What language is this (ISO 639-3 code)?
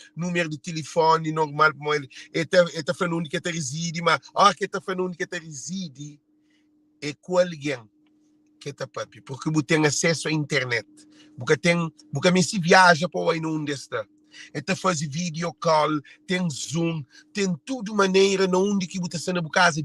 kea